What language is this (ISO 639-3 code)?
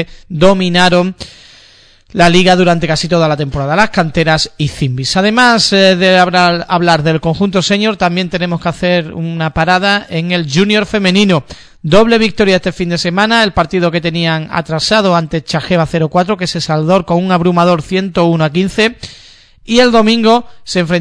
spa